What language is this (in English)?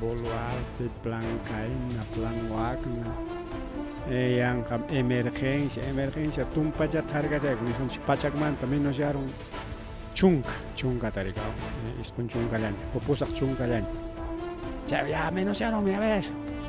Ayacucho Quechua